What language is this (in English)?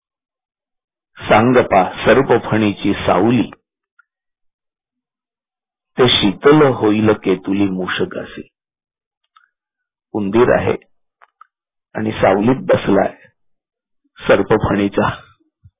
Marathi